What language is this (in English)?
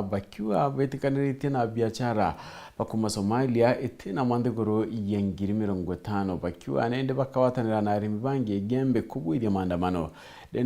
Meru